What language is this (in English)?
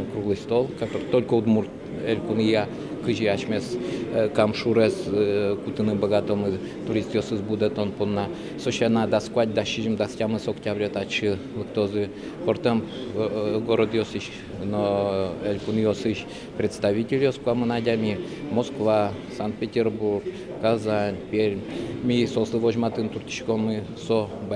Udmurt